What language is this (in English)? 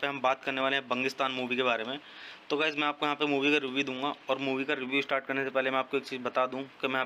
Hindi